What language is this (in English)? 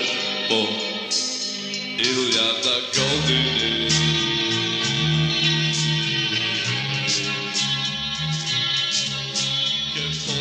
Serbian